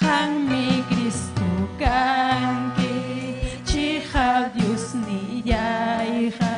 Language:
Ayacucho Quechua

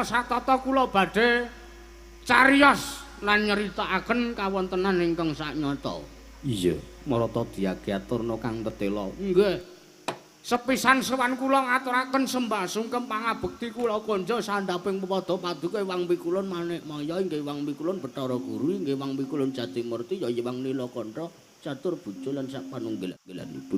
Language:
Javanese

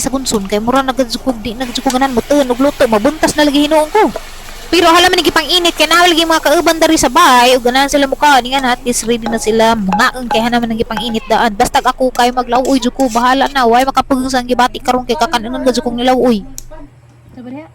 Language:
Cebuano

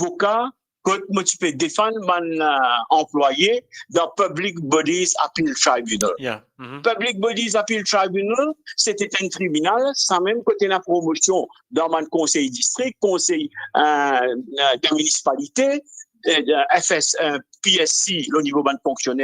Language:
Morisyen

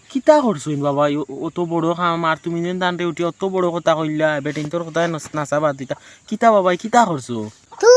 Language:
Sylheti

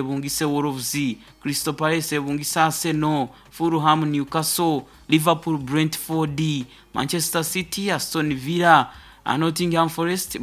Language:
Nyoro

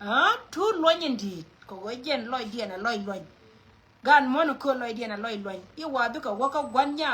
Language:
Nuer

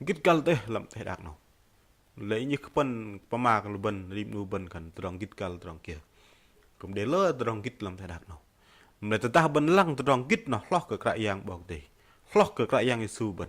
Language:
Bahnar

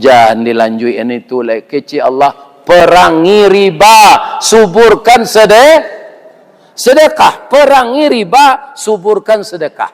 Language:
Minangkabau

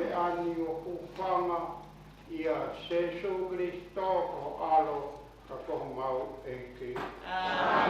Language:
Tongan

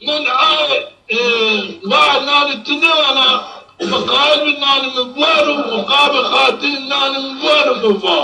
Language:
Zaza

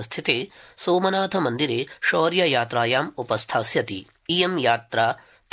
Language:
Sanskrit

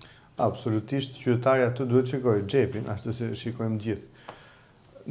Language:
Albanian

